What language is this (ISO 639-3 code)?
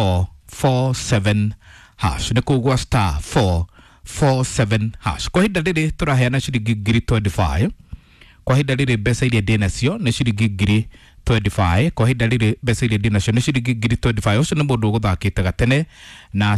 kik